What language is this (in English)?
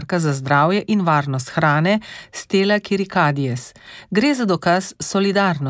Slovenian